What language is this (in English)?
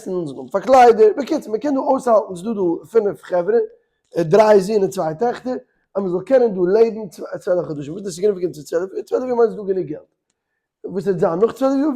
Yiddish